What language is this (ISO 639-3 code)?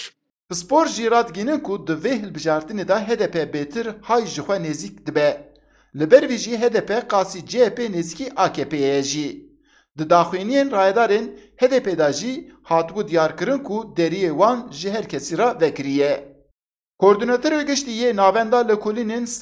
kur